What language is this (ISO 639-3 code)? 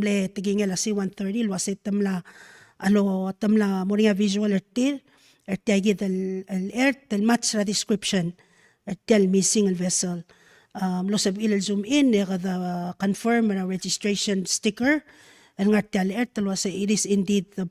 pau